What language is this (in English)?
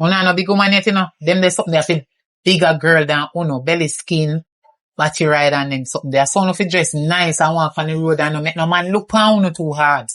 Jamaican Creole English